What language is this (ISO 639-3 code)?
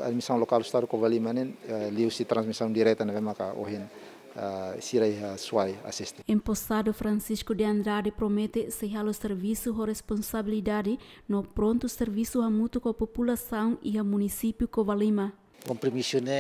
tet